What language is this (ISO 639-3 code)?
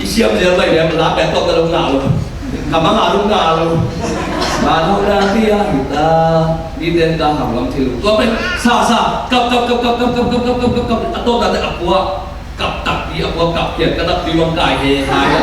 ctd